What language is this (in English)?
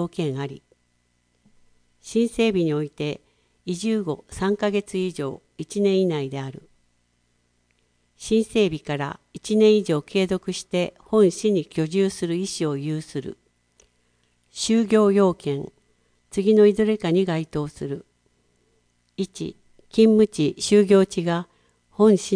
Japanese